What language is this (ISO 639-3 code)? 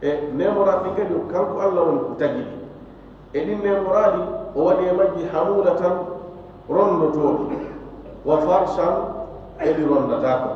ful